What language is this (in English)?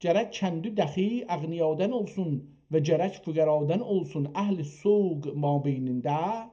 South Azerbaijani